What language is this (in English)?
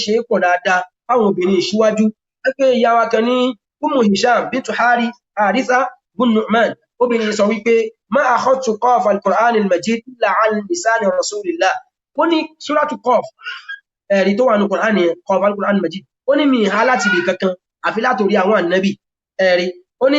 Yoruba